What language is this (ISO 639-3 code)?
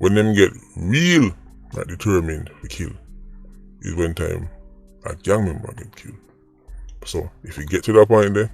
jam